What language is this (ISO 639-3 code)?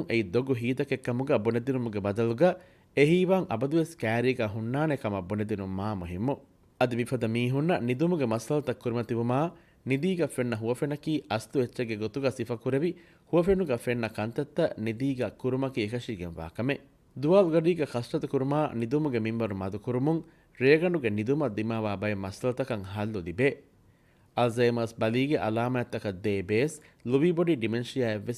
div